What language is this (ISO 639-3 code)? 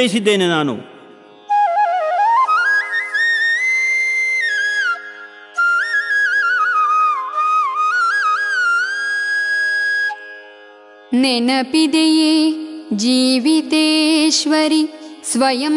kan